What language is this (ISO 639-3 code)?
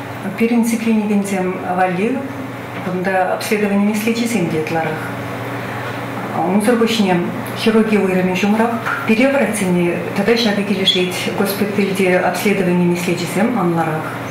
chv